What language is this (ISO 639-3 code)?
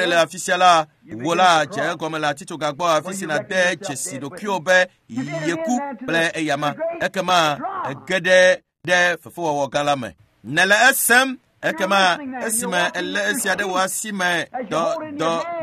ewe